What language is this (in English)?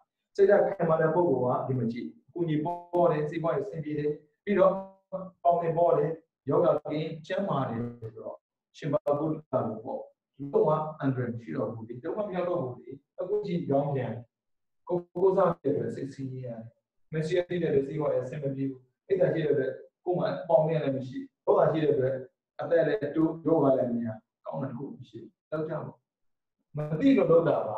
Burmese